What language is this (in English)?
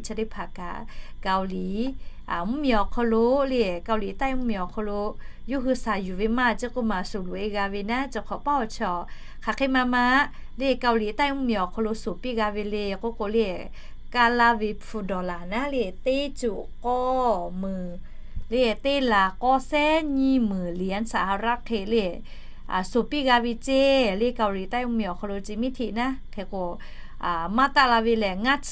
Lahu